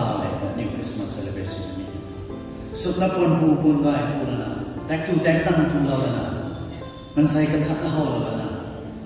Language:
Rongmei Naga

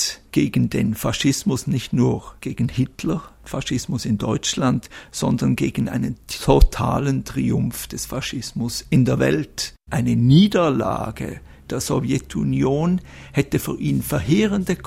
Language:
German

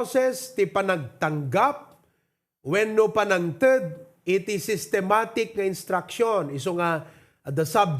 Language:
Iloko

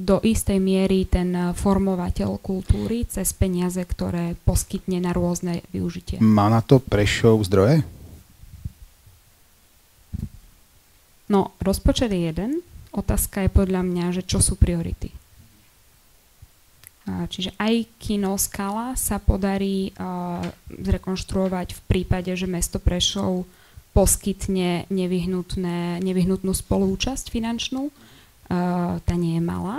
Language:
Slovak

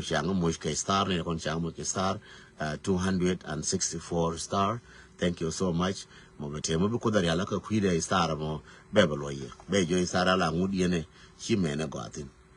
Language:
Nuer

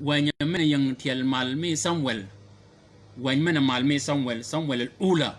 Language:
Shilluk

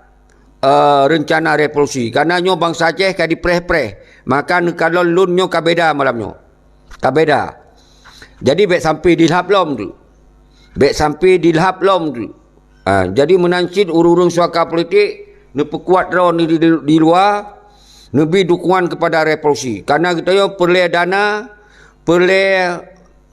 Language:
Achinese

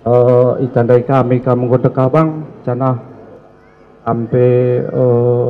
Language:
Batak Karo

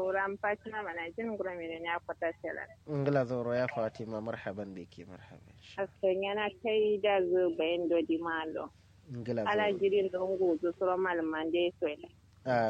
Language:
Kanuri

